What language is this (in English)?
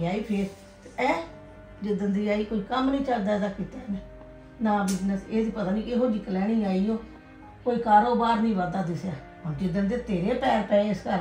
Punjabi